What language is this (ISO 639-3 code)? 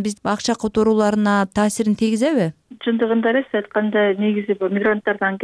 kir